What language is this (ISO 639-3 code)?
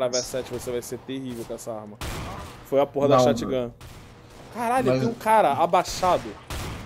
por